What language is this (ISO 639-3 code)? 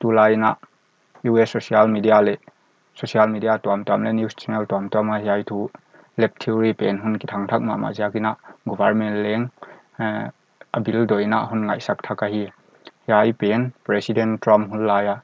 pck